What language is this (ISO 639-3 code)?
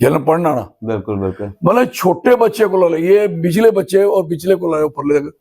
doi